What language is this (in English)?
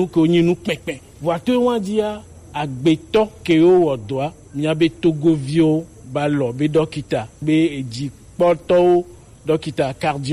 Gen